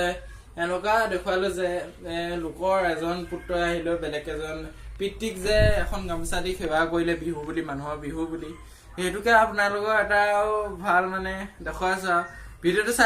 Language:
Assamese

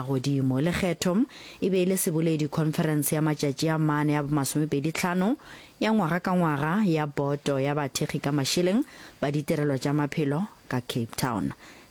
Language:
Northern Sotho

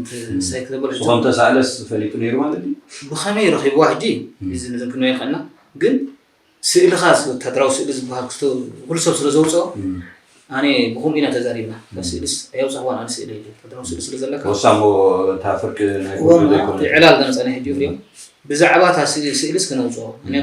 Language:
Tigrinya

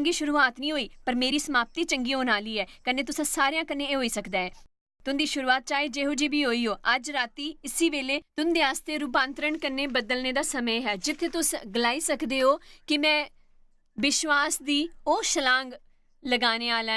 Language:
Dogri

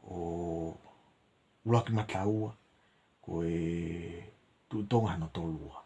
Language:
Tongan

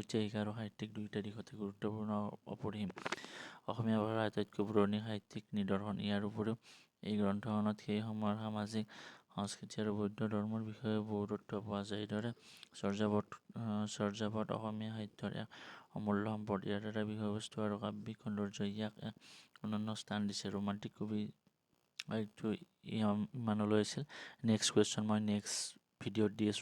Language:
Assamese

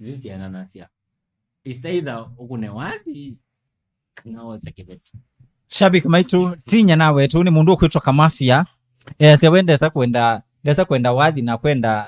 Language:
Kamba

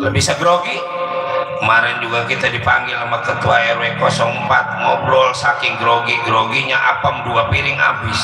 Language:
Betawi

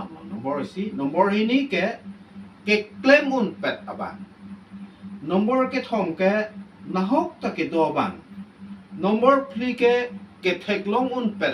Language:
Karbi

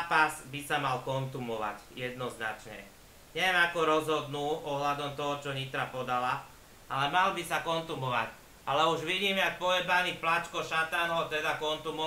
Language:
Slovak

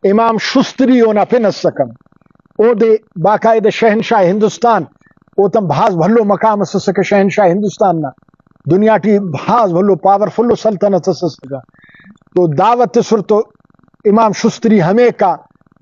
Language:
Brahui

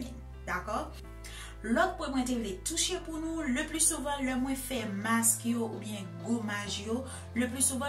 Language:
Haitian Creole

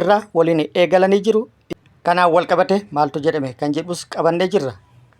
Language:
Oromo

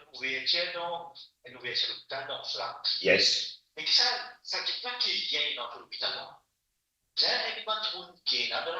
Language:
Morisyen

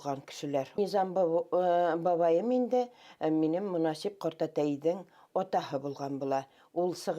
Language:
Bashkir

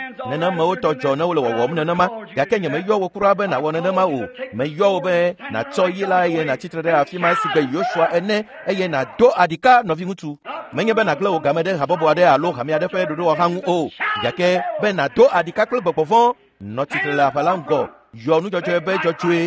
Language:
Ewe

